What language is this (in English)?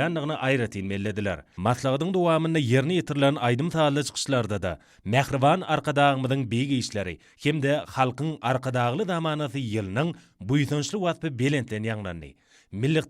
Turkmen